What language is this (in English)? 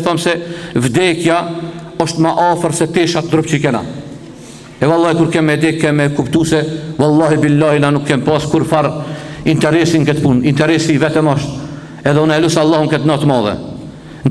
Albanian